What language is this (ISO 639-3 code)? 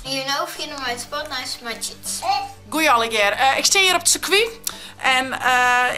fry